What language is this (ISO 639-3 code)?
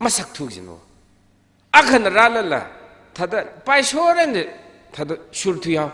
nmf